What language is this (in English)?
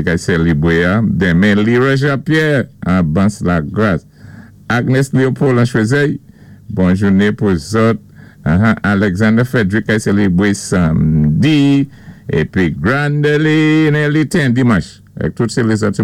Saint Lucian Creole French